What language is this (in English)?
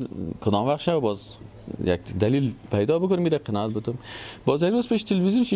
Persian